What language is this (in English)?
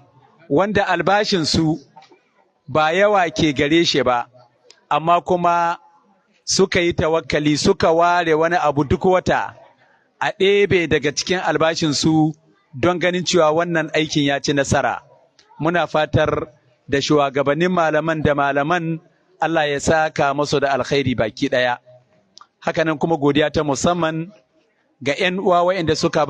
Hausa